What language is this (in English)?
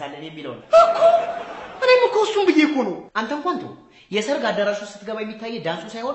Amharic